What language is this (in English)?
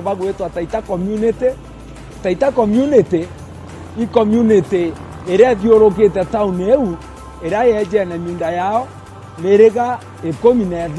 Meru